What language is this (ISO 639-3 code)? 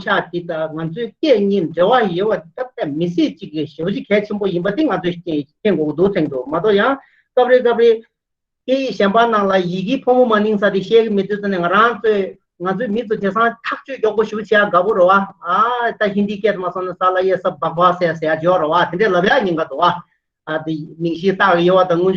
bod